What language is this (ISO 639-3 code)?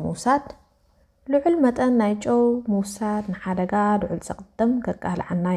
tir